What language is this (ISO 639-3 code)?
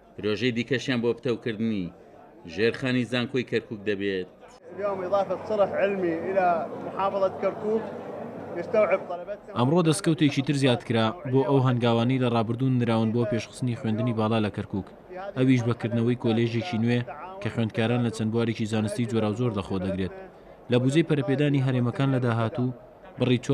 ckb